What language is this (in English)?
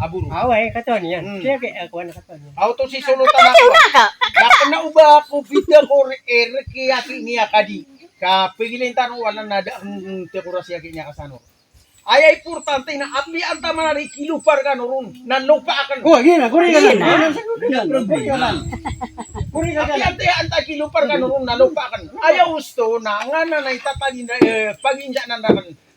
Maranao